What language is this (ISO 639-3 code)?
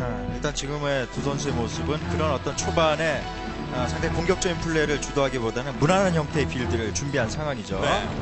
kor